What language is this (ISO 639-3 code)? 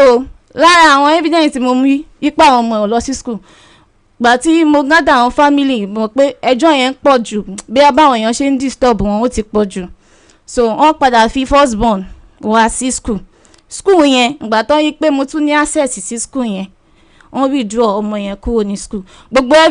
yor